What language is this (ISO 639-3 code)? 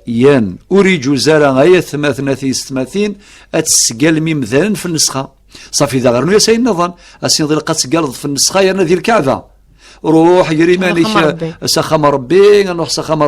kab